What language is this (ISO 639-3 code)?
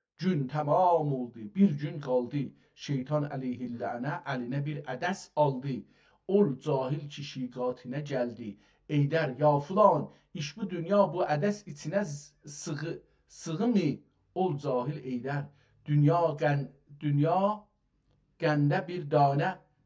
azb